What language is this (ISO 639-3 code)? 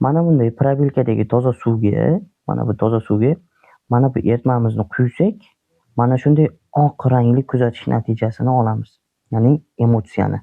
uzb